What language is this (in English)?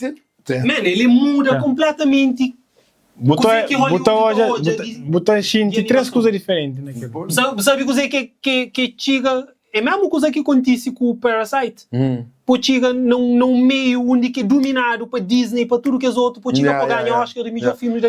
Kabuverdianu